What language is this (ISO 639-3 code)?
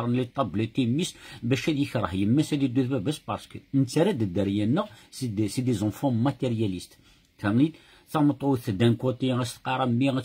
kab